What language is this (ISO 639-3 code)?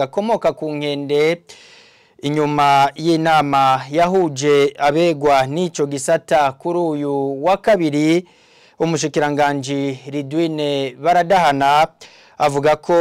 run